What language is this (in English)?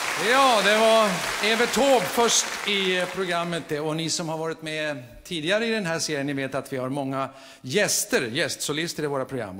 Swedish